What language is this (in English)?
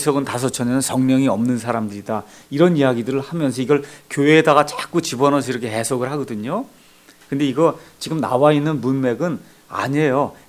Korean